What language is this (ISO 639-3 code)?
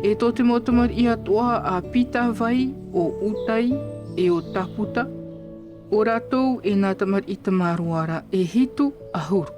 tah